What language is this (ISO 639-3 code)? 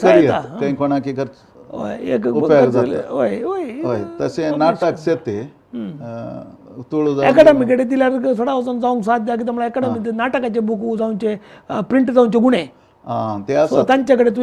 kok